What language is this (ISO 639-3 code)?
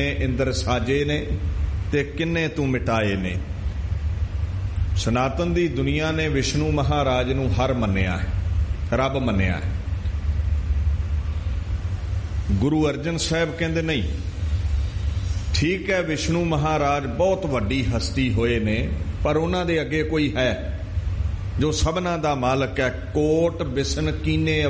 pan